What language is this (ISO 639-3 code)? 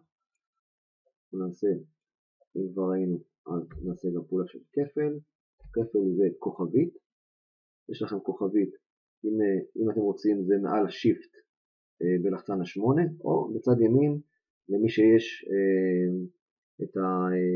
heb